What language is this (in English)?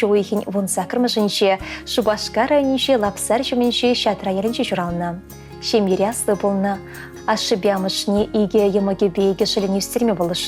Chuvash